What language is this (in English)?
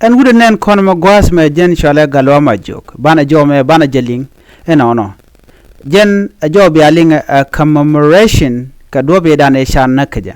Nuer